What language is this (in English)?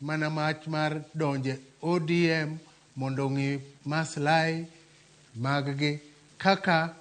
Luo (Kenya and Tanzania)